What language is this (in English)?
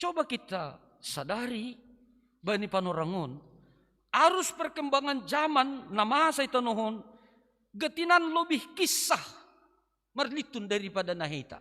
Batak Simalungun